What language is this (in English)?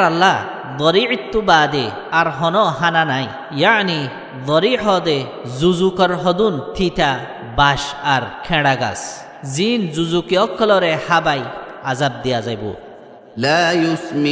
Rohingya